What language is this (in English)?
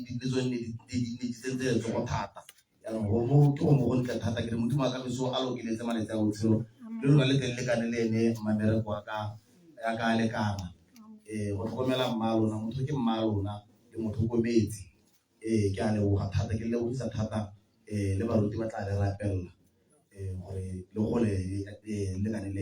Tswana